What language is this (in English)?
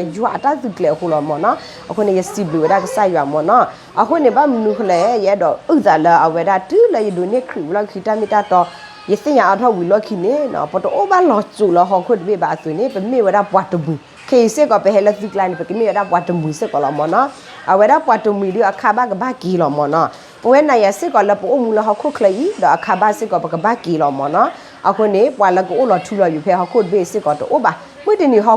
S'gaw Karen